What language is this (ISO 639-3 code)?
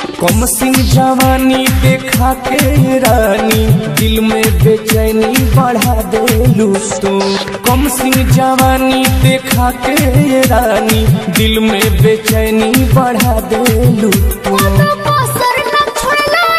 bho